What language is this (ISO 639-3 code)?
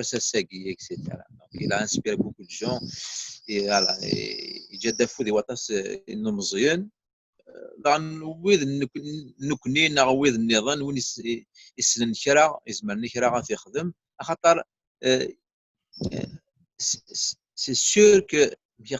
kab